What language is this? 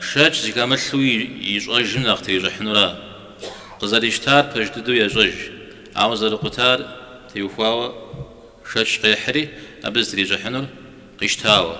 Kabardian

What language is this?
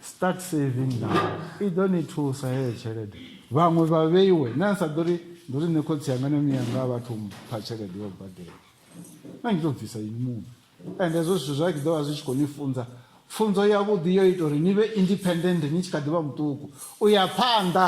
Venda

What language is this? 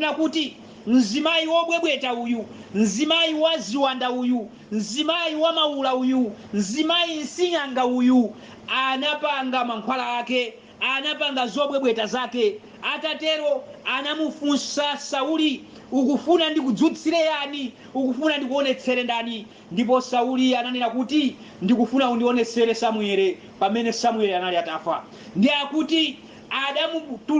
Nyanja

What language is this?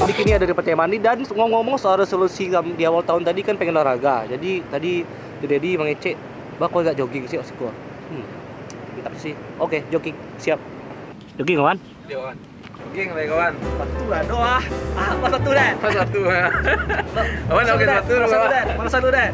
Minangkabau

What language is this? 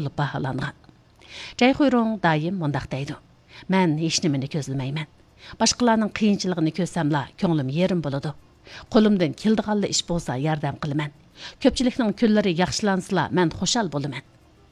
Uyghur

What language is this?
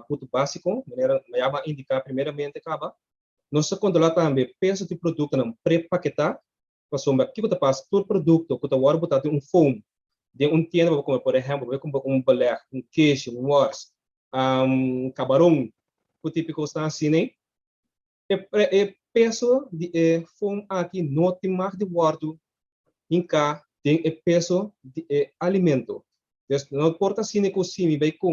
Papiamento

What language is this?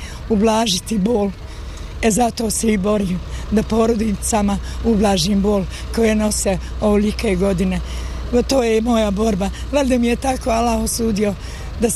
Bosnian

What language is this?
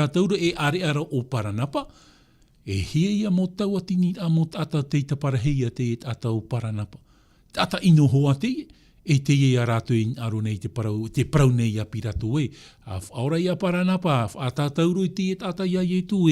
Tahitian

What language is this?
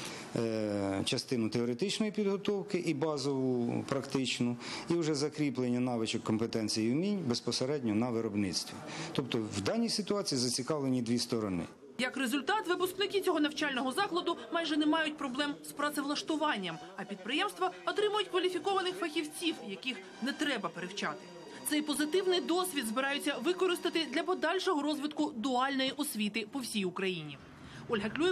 Ukrainian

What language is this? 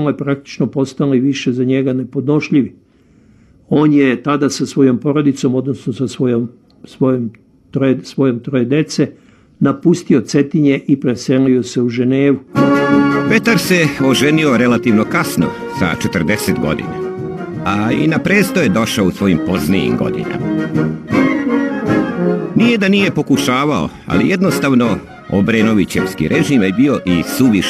Serbian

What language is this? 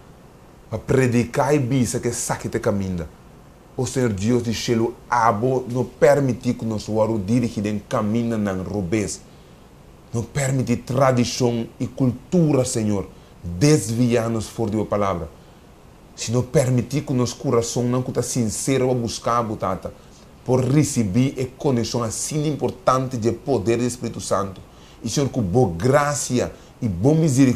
Papiamento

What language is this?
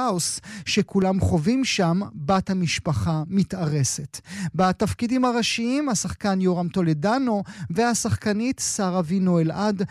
Hebrew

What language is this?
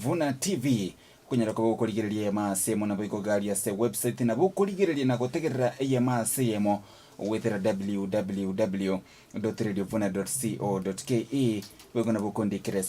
Gusii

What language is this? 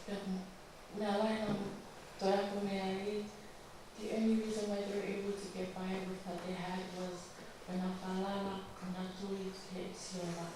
Tongan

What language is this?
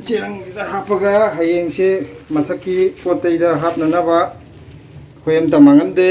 Manipuri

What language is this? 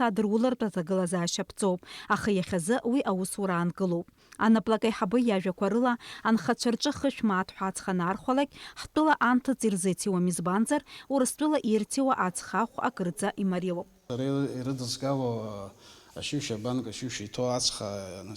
Abkhazian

